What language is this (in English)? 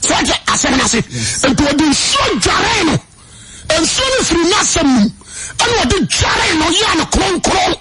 Akan